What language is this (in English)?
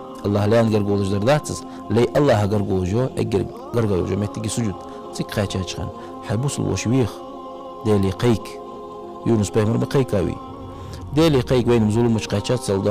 Ingush